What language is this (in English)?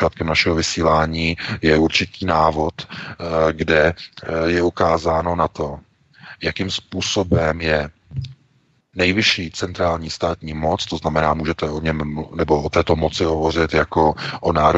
Czech